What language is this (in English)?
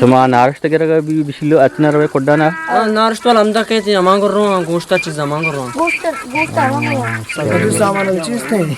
Eastern Balochi